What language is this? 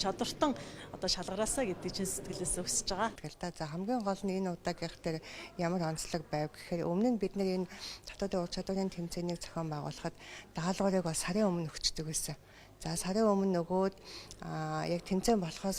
Mongolian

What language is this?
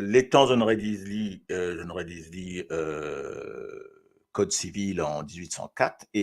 Morisyen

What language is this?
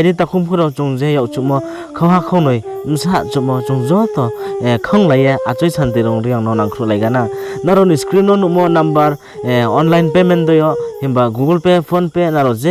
Riang (India)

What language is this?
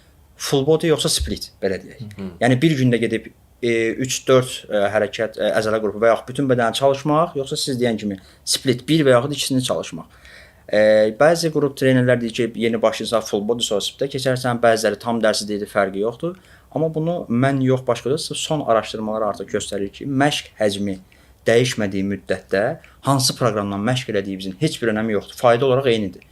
Azerbaijani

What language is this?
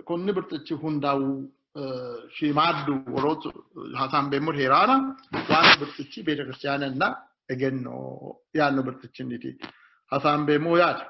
Sidamo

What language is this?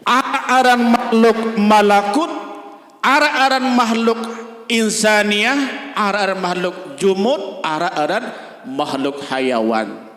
Sasak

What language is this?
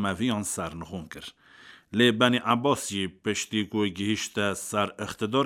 Kurdish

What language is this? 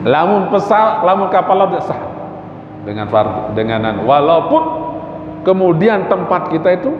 Sasak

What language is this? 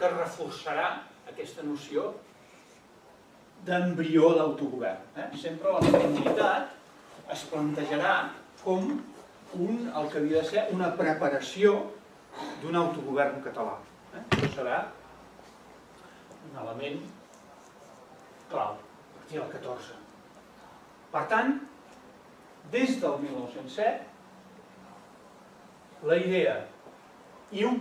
Catalan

